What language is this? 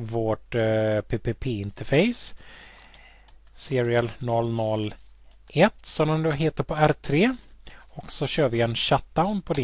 Swedish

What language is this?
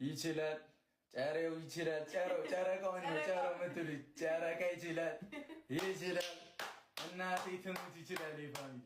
Amharic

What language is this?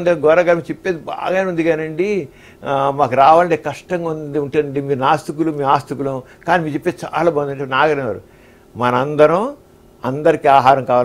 Telugu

